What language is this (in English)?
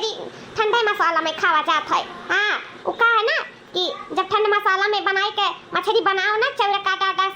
Awadhi